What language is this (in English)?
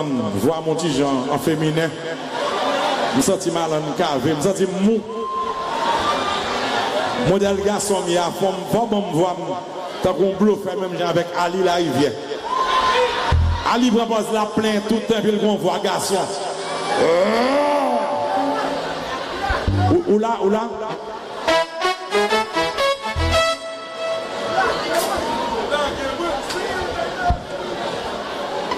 Haitian Creole